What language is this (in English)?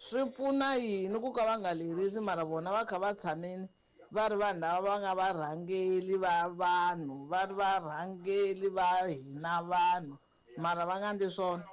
Tsonga